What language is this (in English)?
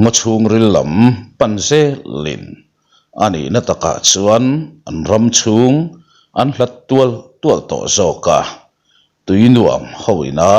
Mizo